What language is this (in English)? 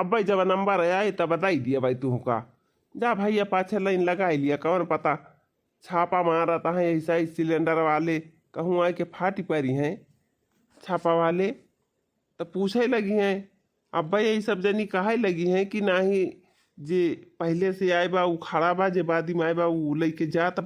Awadhi